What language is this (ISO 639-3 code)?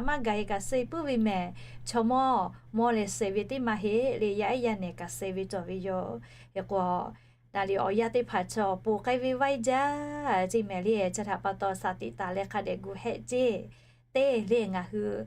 lhu